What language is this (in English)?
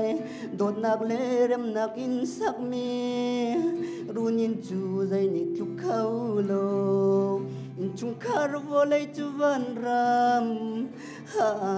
Falam Chin